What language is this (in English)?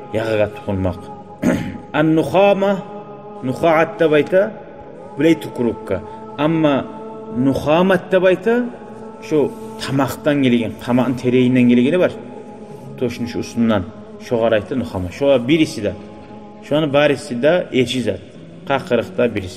Kumyk